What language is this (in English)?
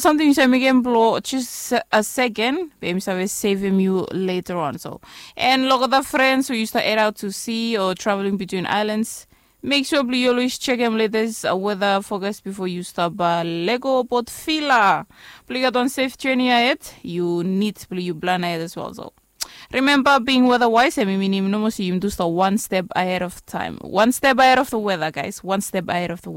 Bislama